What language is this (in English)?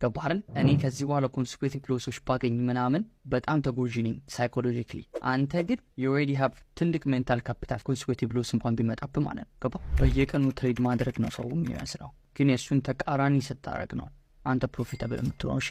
Amharic